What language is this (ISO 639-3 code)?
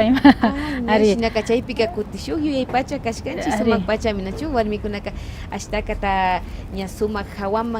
qvi